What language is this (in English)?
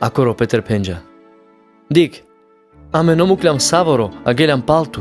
Carpathian Romani